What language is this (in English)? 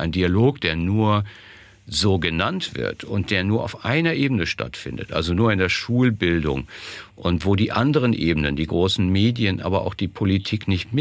German